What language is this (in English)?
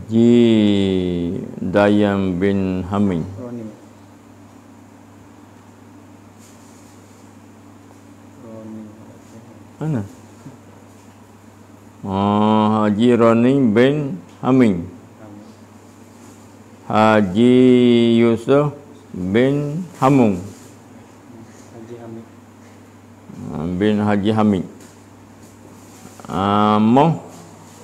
Malay